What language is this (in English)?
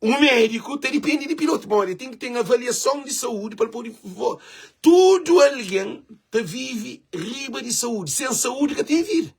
Kabuverdianu